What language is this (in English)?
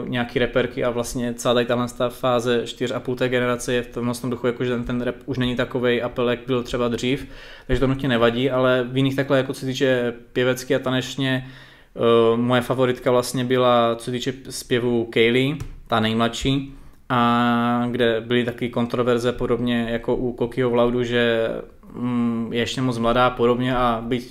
Czech